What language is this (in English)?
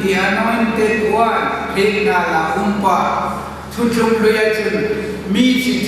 Hmar